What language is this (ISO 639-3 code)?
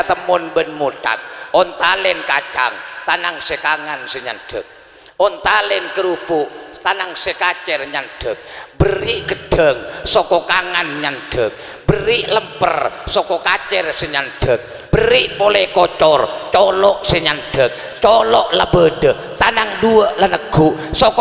mad